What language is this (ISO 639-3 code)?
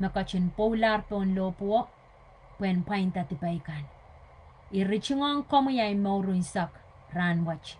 pon